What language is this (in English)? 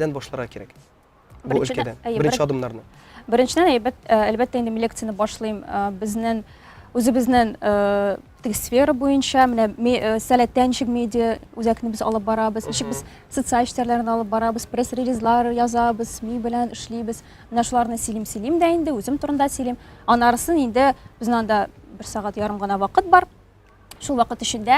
Tatar